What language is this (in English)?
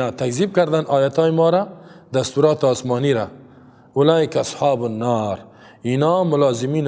Persian